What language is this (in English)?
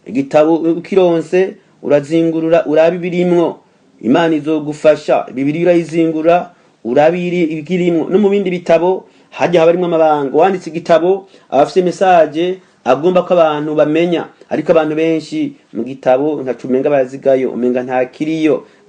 Rundi